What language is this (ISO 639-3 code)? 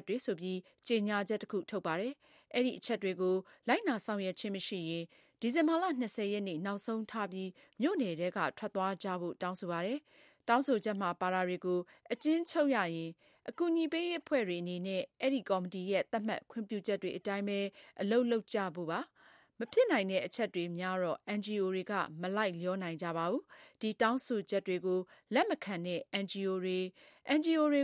mya